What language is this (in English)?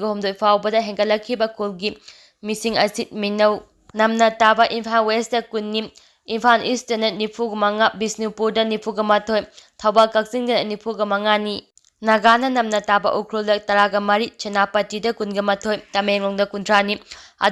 Manipuri